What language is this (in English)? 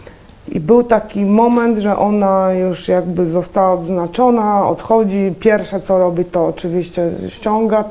Polish